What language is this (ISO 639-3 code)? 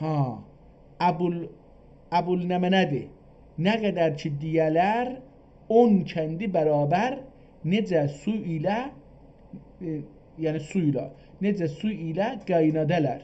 azb